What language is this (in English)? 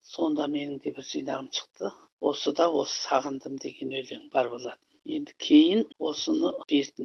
Kazakh